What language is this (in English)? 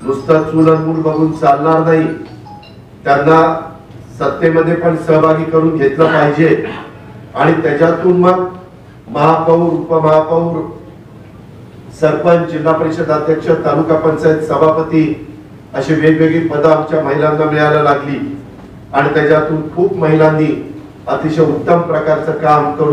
Marathi